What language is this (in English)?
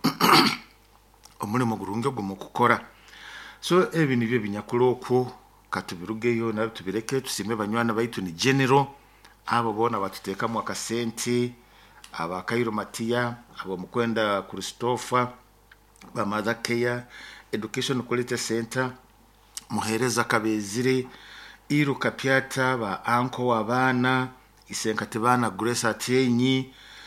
Nyoro